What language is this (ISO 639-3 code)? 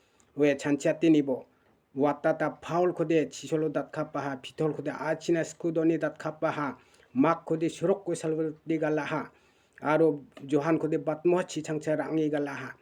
grt